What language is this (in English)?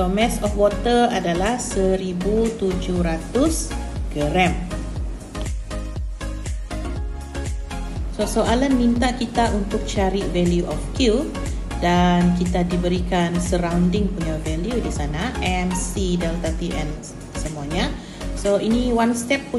Malay